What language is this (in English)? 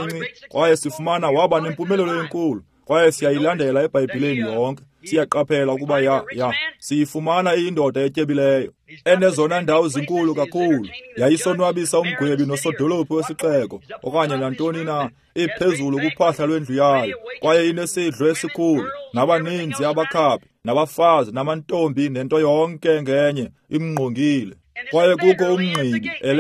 Xhosa